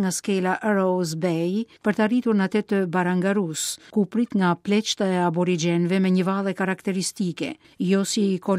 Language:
Albanian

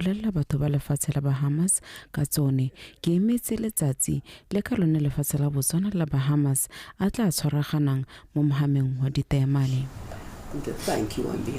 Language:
Tswana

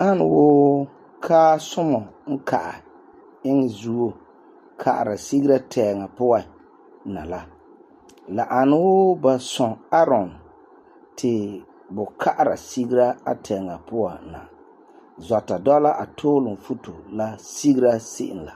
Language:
Frafra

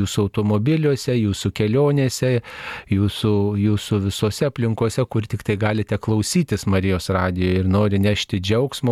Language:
Lithuanian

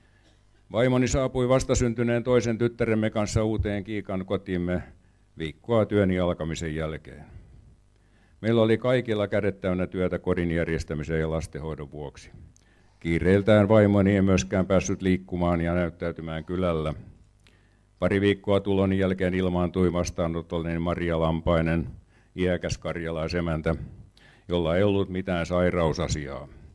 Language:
Finnish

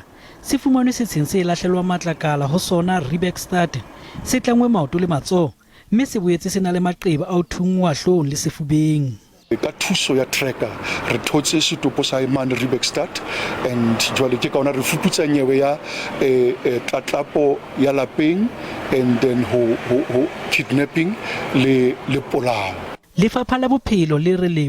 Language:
Southern Sotho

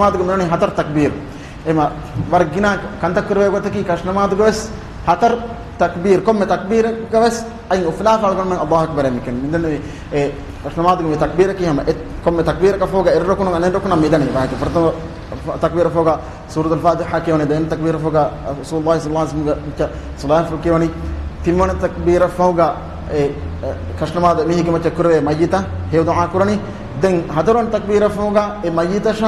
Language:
Divehi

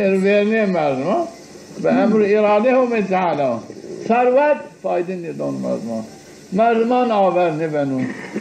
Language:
Zaza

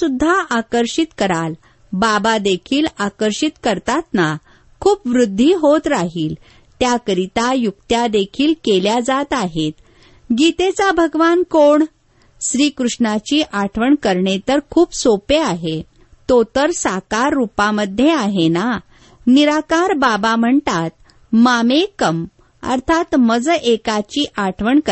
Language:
Marathi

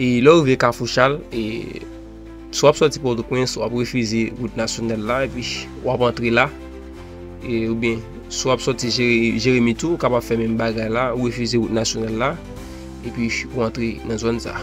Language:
Haitian Creole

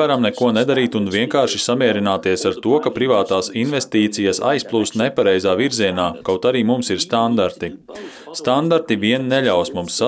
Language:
Latvian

